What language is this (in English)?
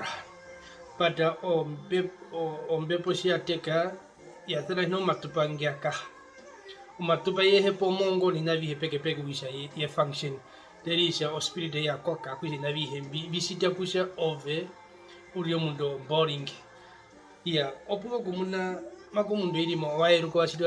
Herero